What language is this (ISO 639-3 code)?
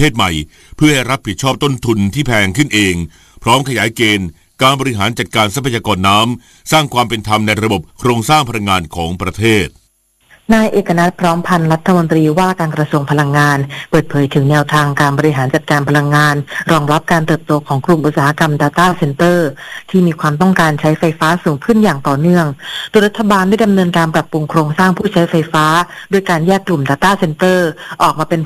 tha